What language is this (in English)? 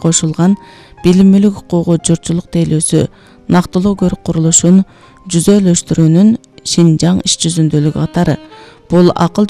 Kyrgyz